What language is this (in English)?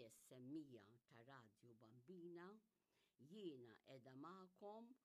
Maltese